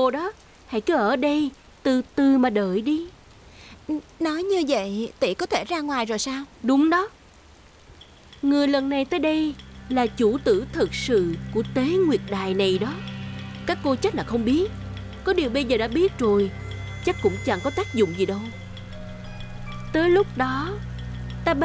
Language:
Vietnamese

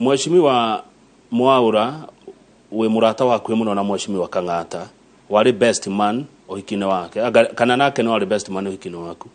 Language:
Kikuyu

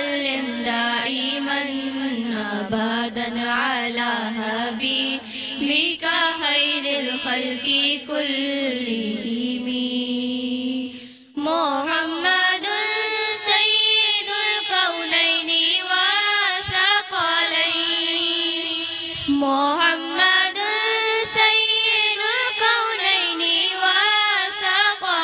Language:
Urdu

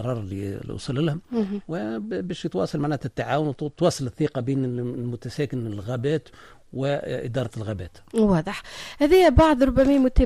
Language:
Tunisian Arabic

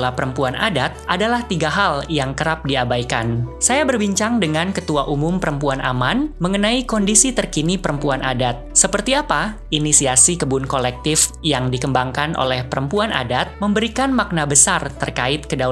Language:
Indonesian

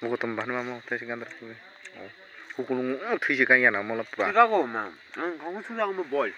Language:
Kok Borok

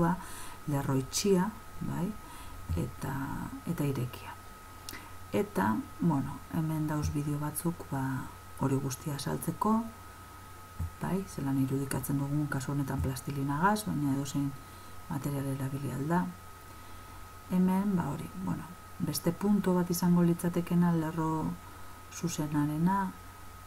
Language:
Basque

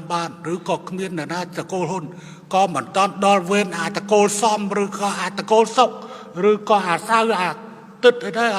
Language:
Khmer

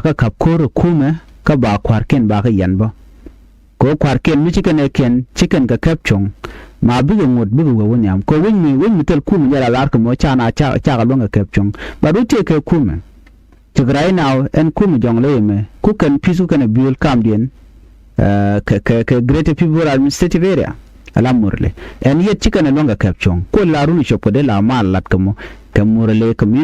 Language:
Nuer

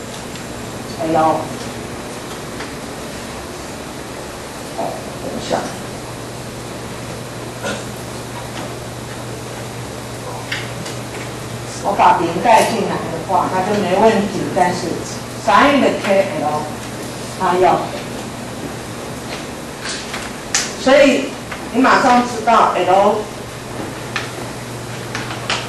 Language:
Chinese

